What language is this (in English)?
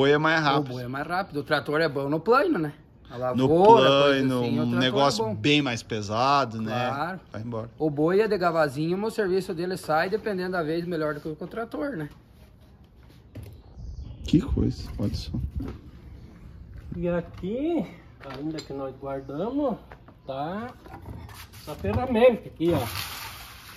Portuguese